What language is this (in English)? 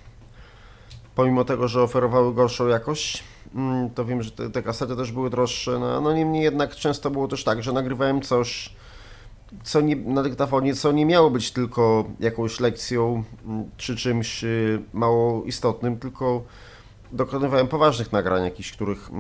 Polish